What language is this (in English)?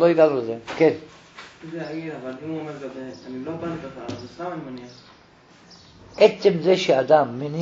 Hebrew